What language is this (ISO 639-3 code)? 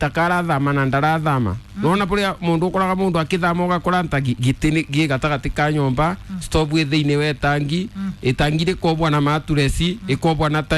kik